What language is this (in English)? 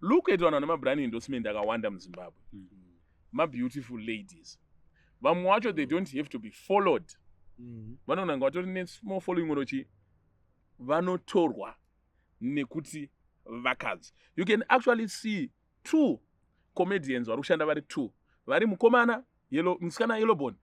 Shona